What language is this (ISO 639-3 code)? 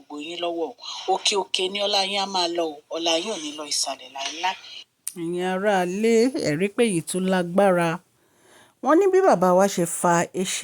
yor